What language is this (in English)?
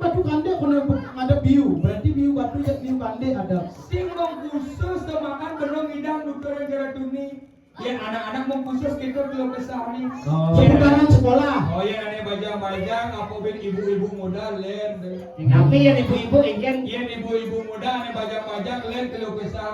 Balinese